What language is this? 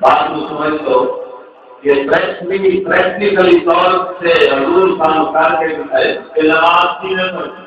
Saraiki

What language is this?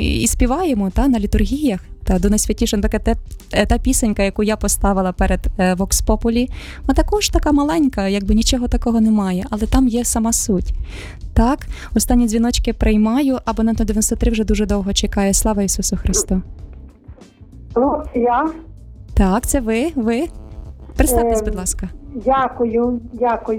Ukrainian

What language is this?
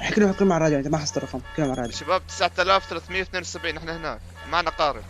North Levantine Arabic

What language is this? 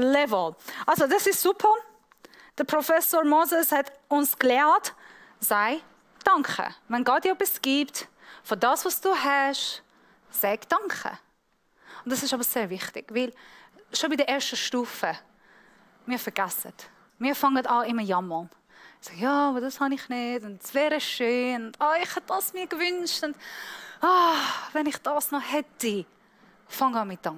Swiss German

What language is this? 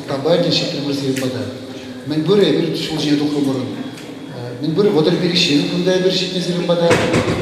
Chuvash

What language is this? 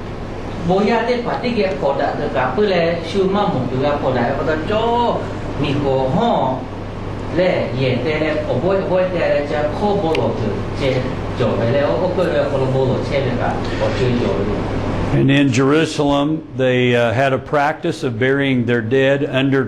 Lahu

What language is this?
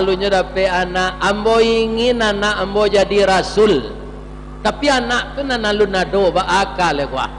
Minangkabau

